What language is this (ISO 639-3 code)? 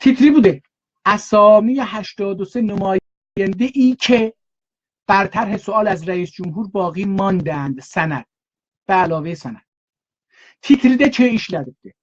azb